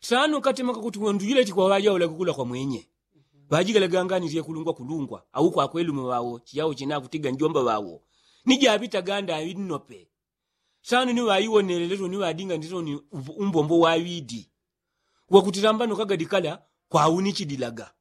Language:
Yao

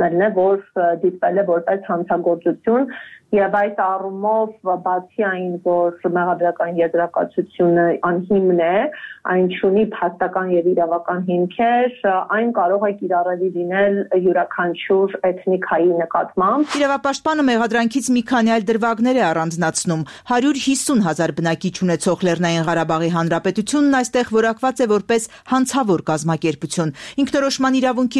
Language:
Armenian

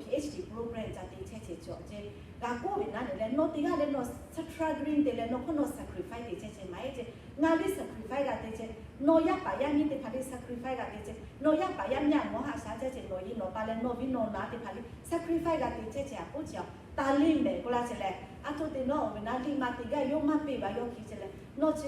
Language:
Lahu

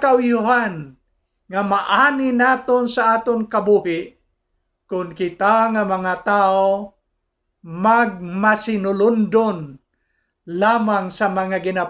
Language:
Hiligaynon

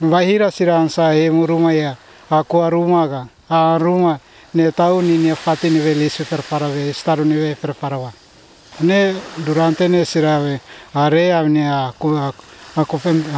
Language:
Tetum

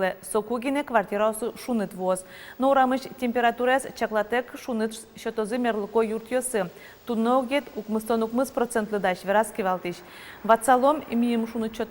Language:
Udmurt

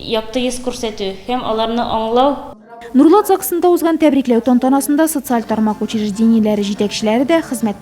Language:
Tatar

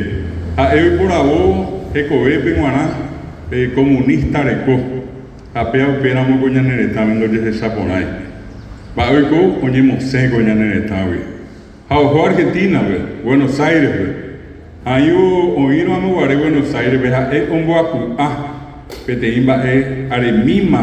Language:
Guarani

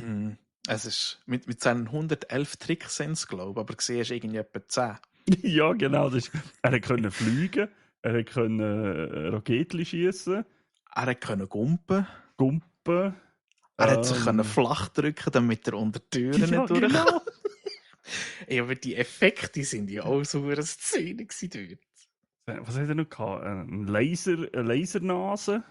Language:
Swiss German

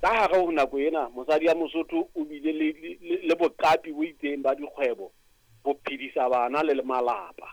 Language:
Southern Sotho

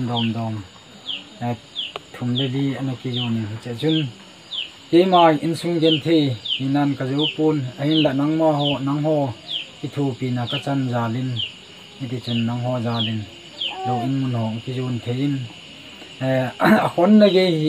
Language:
Thado Chin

